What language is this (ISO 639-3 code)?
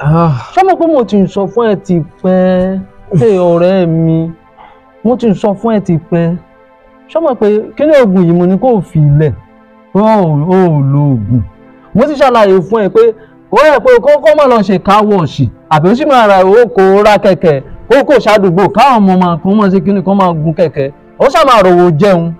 yor